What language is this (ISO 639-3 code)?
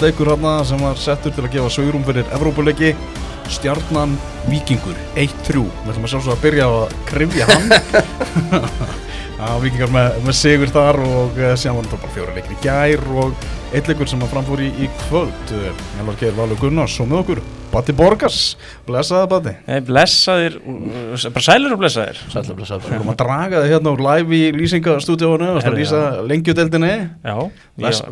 isl